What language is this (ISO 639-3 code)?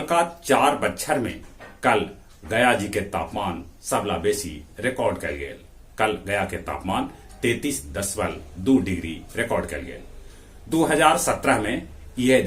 mag